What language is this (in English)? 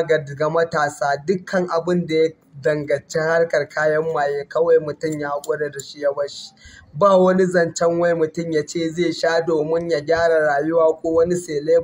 Hausa